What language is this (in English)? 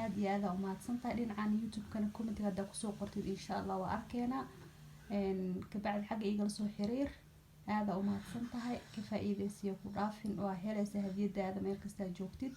Somali